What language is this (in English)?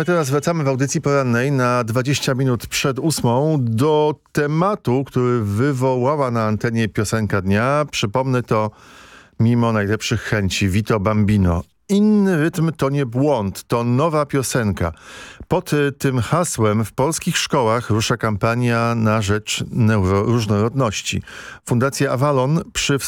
Polish